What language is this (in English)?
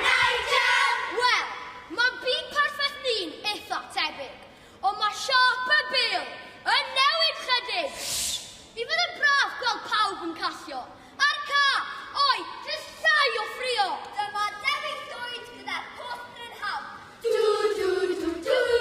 Welsh